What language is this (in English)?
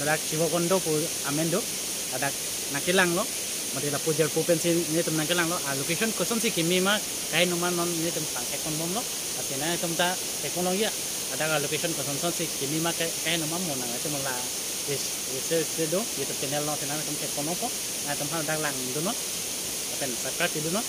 Karbi